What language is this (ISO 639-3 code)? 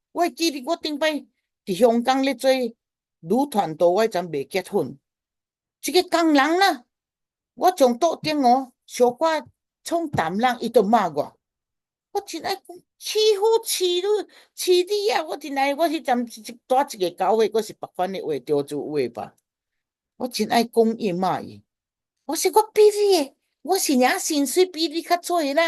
nan